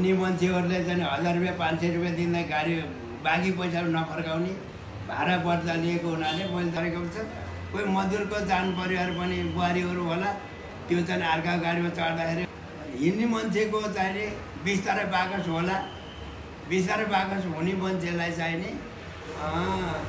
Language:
Nepali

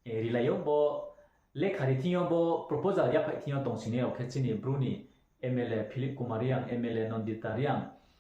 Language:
Riang (India)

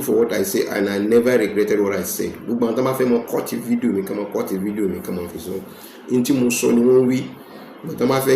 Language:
Yoruba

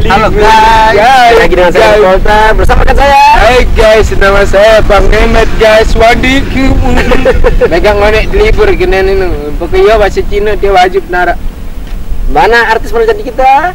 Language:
Sasak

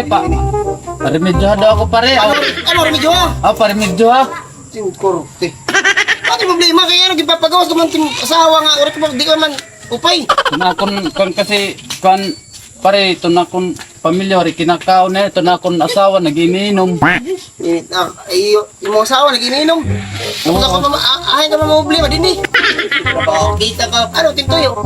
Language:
Waray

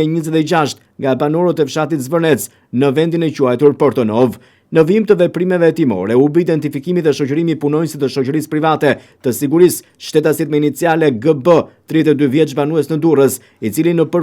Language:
Albanian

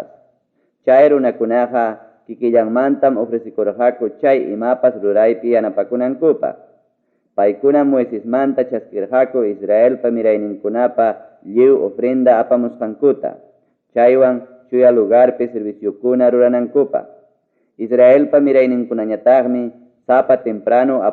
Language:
Ayacucho Quechua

